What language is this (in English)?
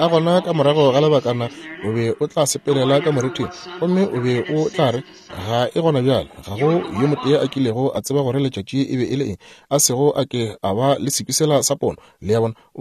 Northern Sotho